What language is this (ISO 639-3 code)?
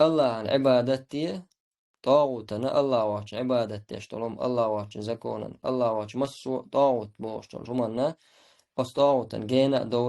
che